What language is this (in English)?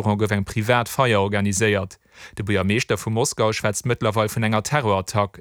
Luxembourgish